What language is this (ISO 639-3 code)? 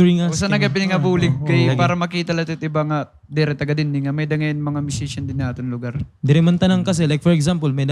war